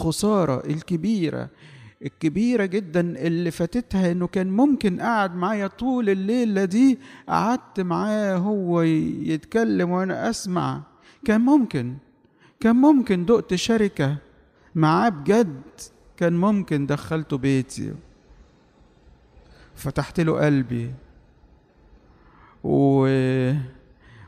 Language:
Egyptian Arabic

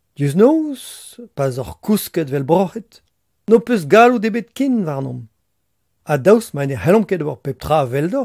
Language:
Breton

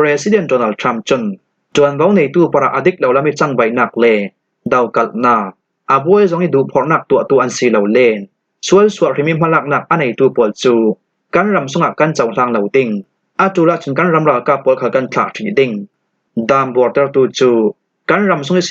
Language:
Falam Chin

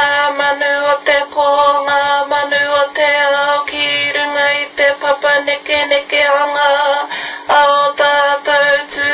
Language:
Māori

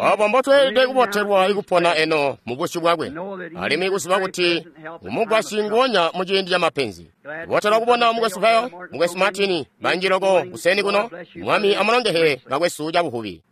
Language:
Tonga (Zambia)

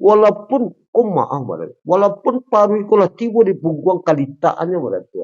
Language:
Minangkabau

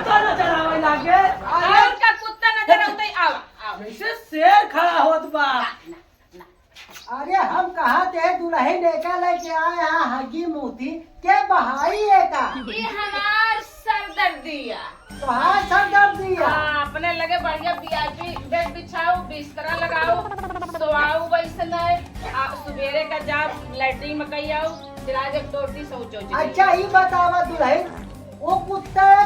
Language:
Awadhi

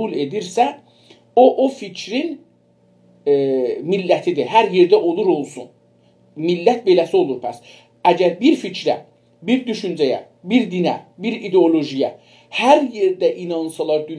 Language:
South Azerbaijani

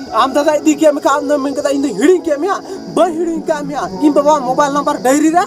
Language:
Santali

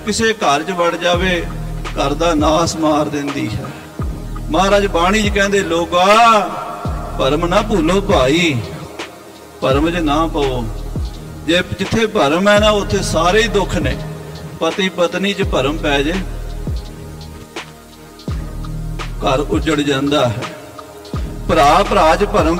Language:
Punjabi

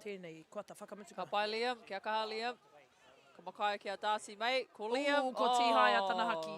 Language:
Māori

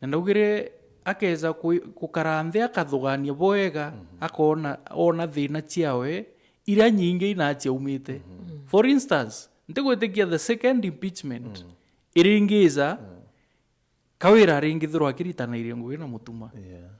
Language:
Meru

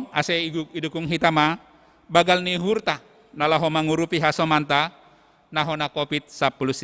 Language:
Batak Simalungun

